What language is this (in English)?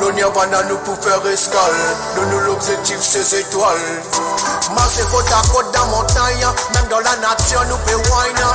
Morisyen